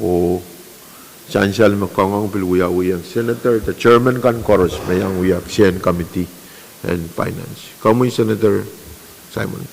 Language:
Pohnpeian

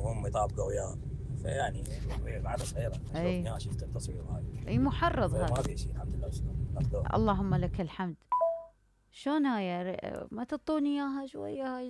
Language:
Mesopotamian Arabic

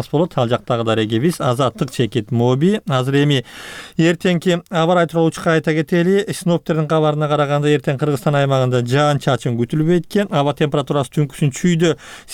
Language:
Kyrgyz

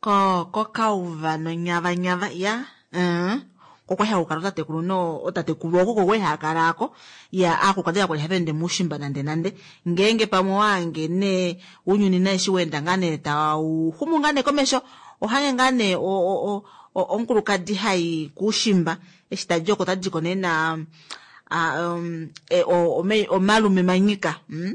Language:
Kuanyama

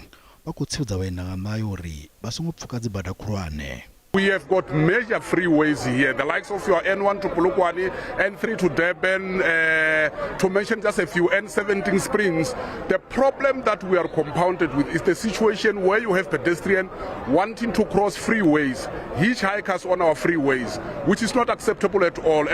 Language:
Venda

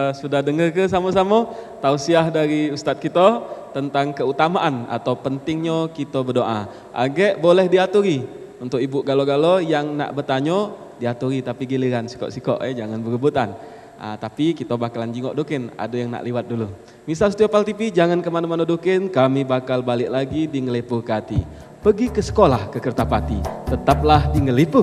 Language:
Musi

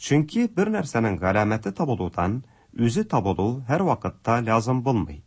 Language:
Tatar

